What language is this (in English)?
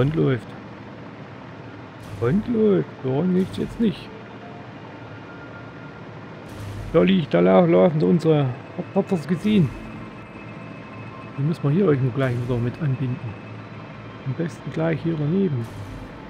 German